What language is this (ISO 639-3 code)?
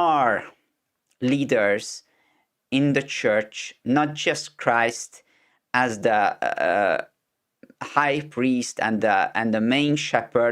eng